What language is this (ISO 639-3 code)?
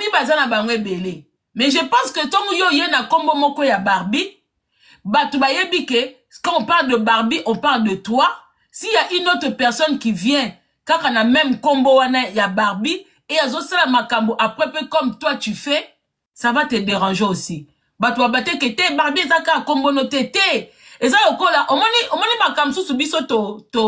lin